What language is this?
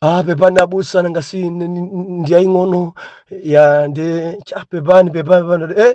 Nyanja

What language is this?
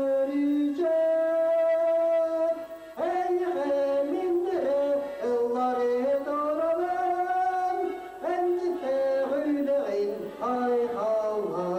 Yakut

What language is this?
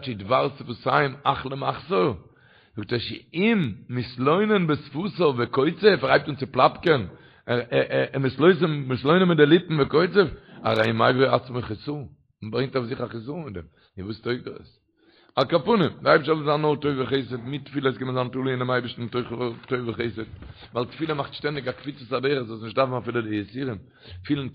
Yiddish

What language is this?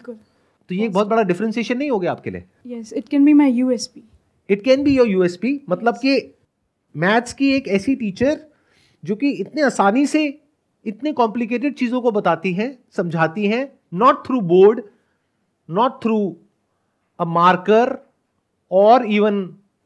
Hindi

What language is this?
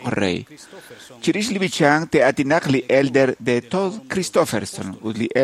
Kekchí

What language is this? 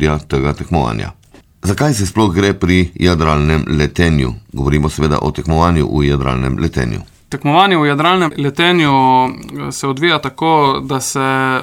Slovenian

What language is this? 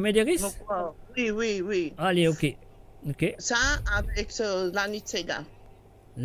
Morisyen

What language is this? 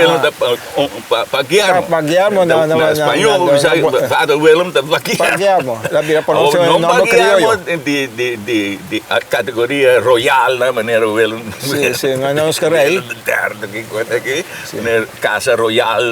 Papiamento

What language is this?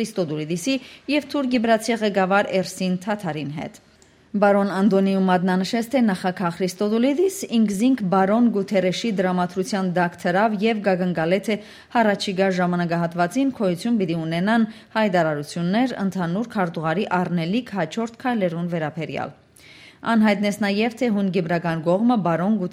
Western Armenian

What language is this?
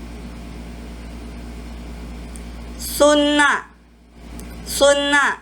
Min Nan Chinese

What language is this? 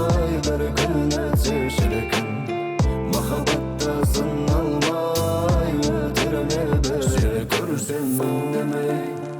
Crimean Tatar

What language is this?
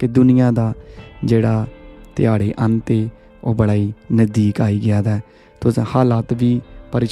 Dogri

